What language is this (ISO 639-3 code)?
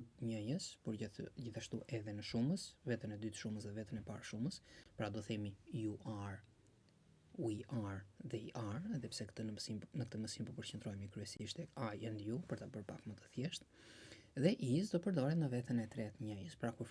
sqi